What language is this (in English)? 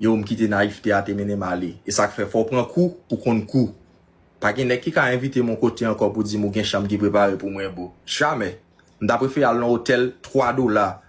Haitian Creole